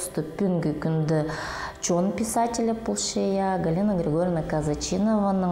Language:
Khakas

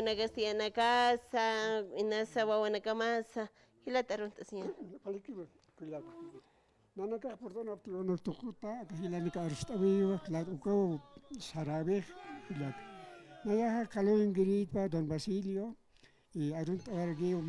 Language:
Aymara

